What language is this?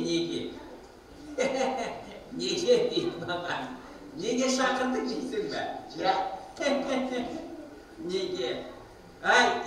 Kazakh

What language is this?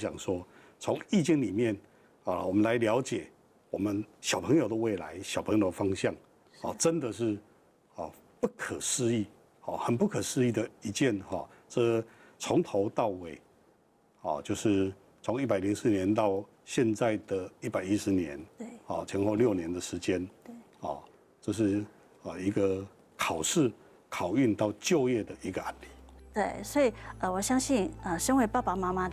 Chinese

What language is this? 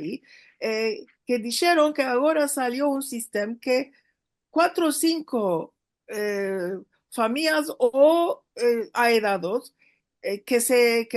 Ladino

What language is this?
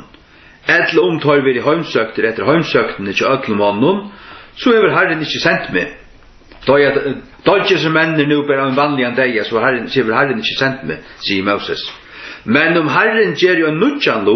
Faroese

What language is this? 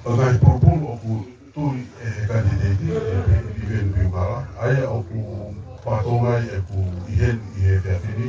Tongan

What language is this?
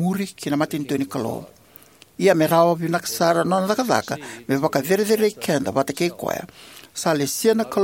Fijian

